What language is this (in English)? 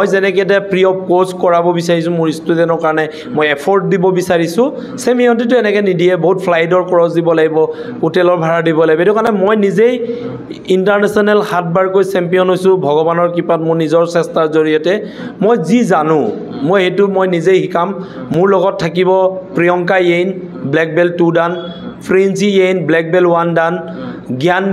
Assamese